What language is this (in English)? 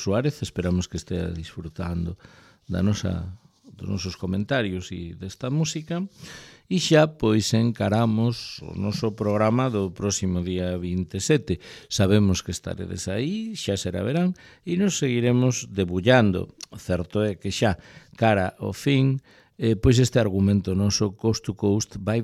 Galician